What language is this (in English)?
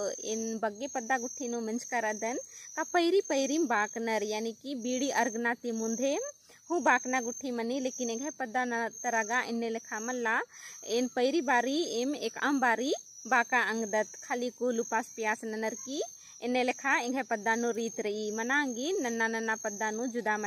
Kurukh